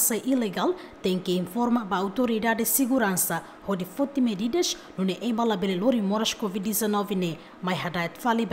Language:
Tetum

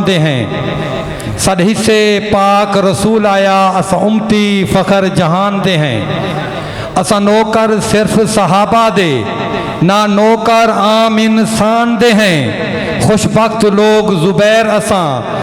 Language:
Saraiki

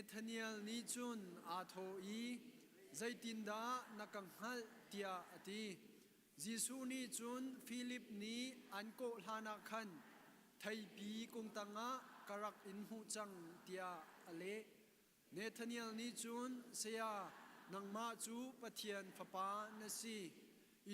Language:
Hakha Chin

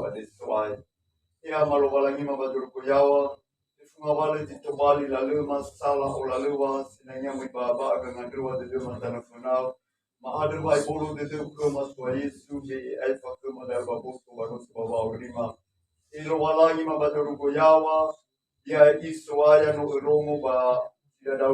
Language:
Nias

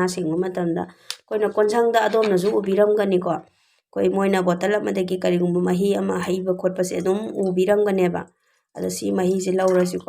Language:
Manipuri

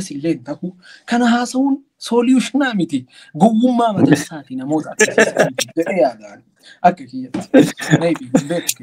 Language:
Oromo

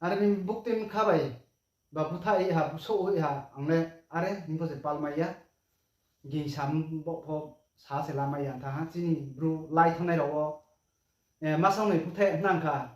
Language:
Riang (India)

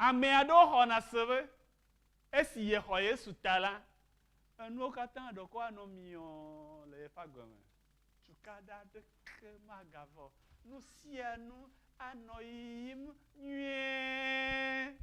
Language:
Ewe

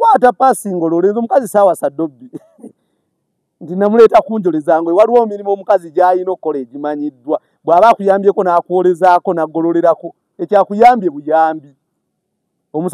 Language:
Ganda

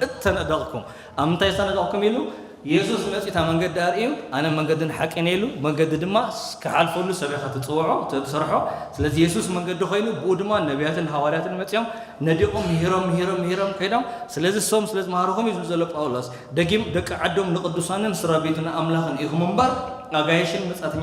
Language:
Tigrinya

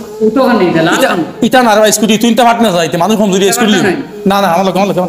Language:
Sylheti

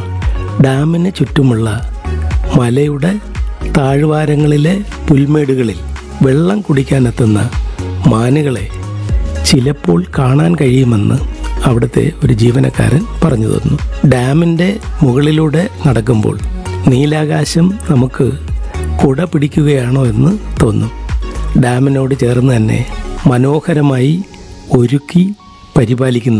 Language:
Malayalam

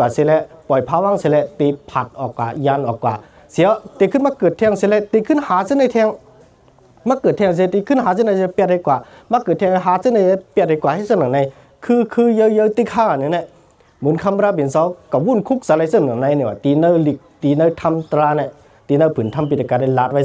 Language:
Shan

